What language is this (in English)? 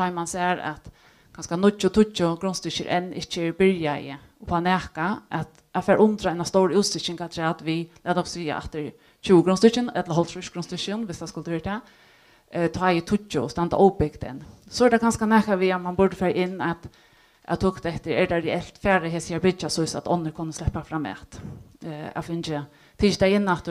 Faroese